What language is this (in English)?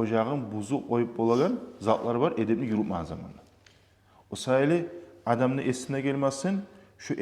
Kumyk